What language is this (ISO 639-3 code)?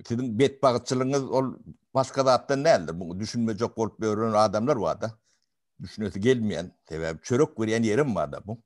tuk